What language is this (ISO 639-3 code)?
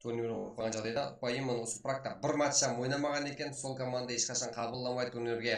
kaa